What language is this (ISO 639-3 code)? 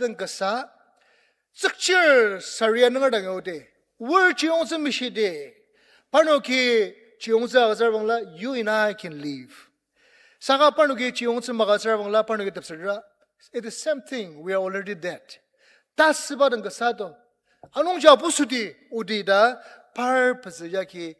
njo